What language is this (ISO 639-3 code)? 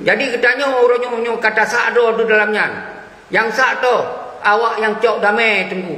ace